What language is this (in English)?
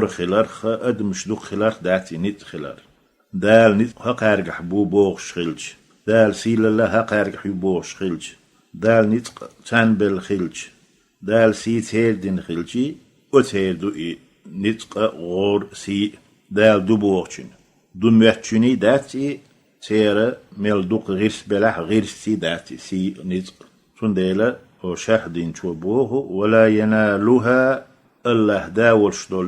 Chechen